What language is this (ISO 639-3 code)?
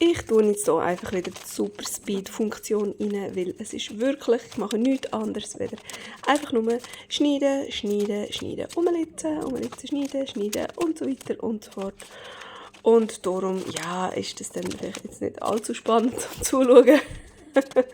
gsw